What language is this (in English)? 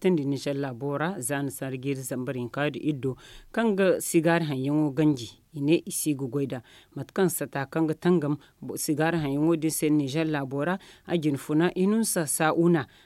Zarma